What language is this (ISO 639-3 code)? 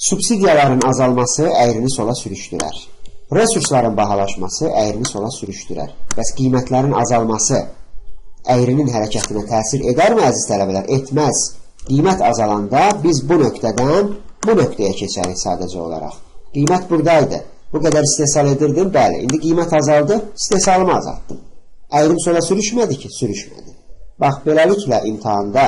aze